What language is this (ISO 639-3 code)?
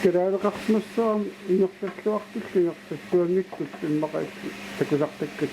kal